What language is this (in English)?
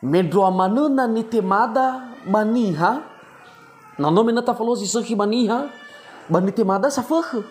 Nias